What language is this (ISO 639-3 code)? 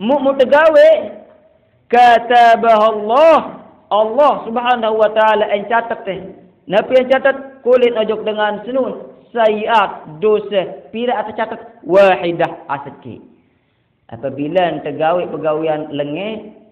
sas